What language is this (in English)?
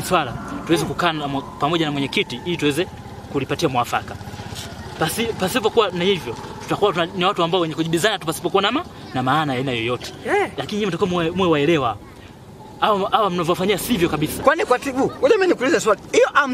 Swahili